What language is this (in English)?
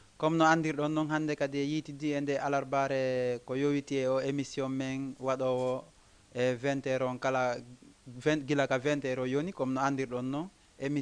Fula